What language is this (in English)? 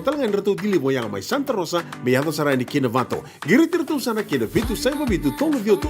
Fijian